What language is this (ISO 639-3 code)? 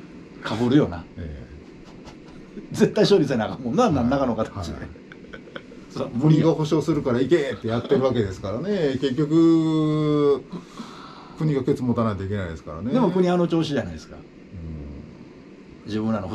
jpn